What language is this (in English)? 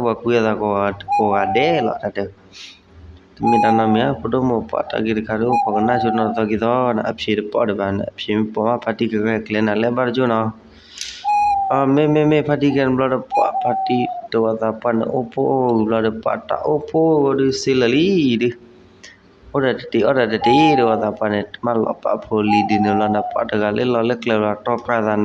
S'gaw Karen